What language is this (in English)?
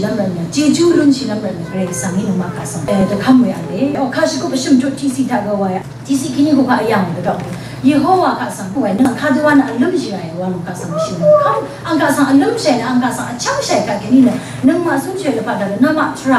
Rawang